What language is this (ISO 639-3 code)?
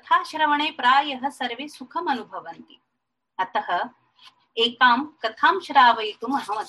san